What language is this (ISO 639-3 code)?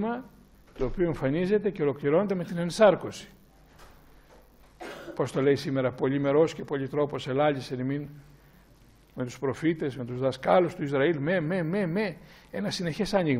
ell